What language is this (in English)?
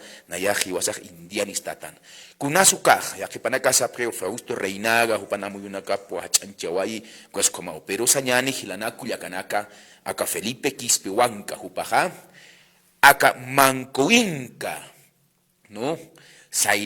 Aymara